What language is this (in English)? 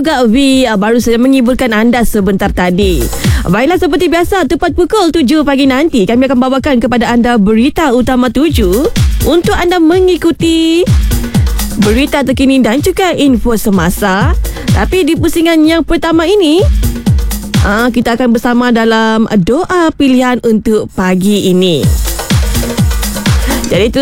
Malay